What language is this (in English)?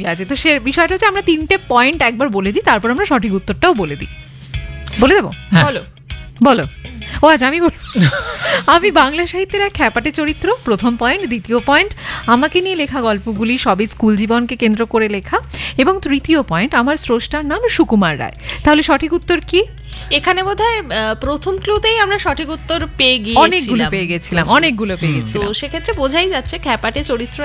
Bangla